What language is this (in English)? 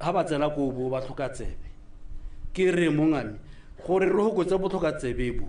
Tswana